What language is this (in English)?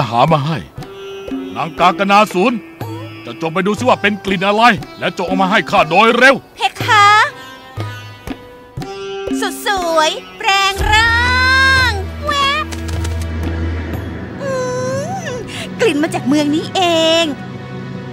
Thai